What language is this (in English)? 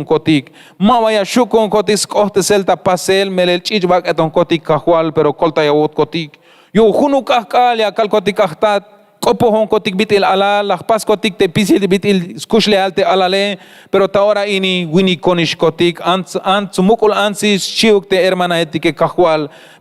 Tzeltal